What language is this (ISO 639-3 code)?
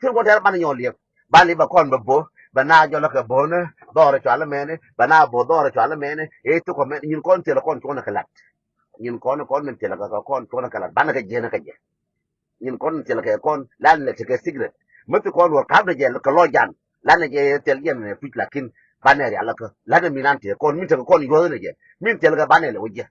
nus